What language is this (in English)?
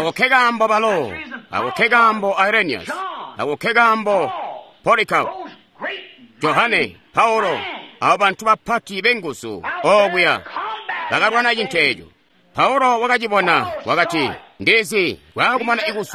Tonga (Zambia)